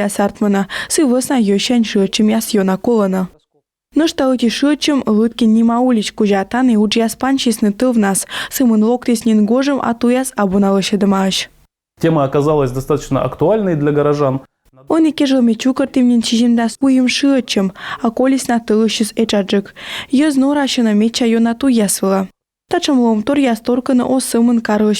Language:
Komi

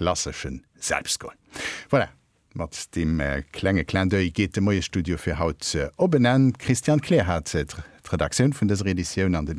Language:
Luxembourgish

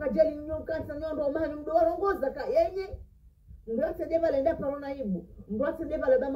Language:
Ngazidja Comorian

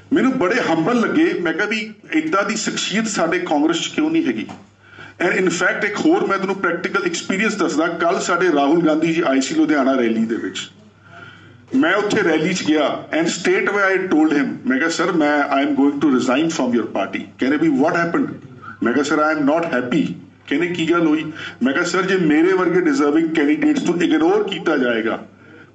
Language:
Punjabi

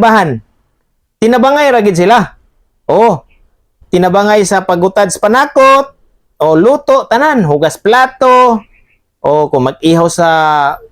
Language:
Cebuano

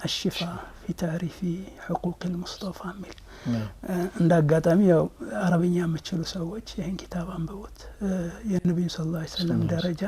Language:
Amharic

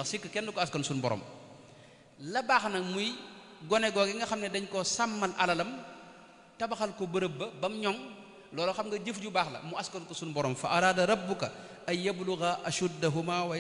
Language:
Wolof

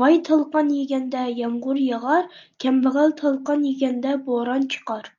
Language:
Uyghur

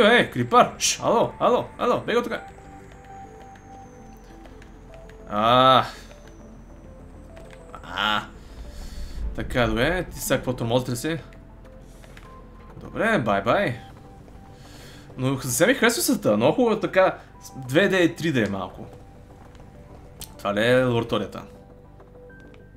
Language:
Bulgarian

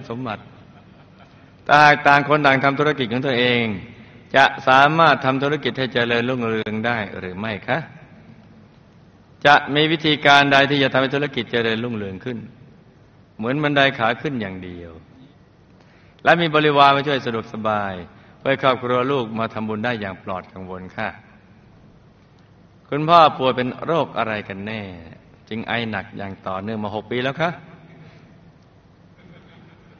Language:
Thai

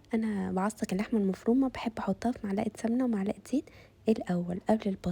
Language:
Egyptian Arabic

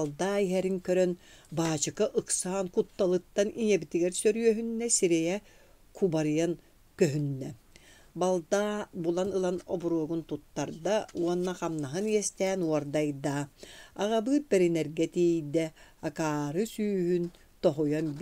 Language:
Yakut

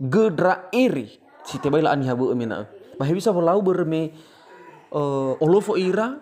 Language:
Nias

